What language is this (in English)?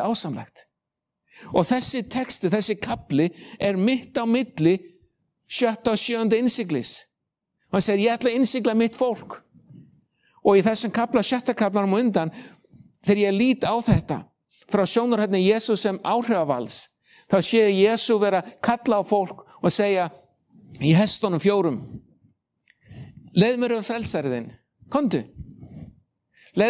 Icelandic